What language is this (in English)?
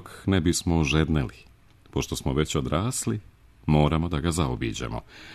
Serbian